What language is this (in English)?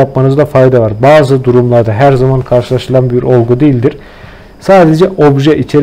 Turkish